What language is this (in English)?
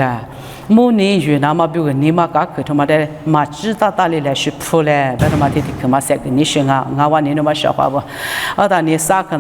Lisu